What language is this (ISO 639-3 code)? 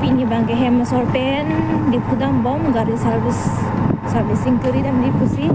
mjw